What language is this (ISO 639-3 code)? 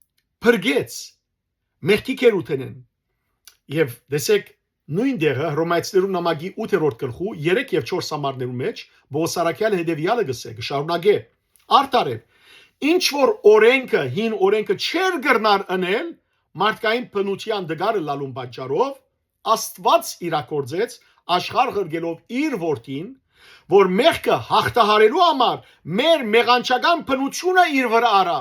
hyw